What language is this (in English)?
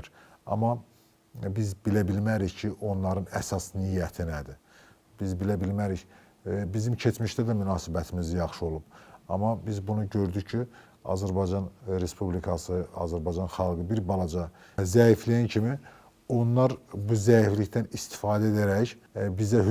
Azerbaijani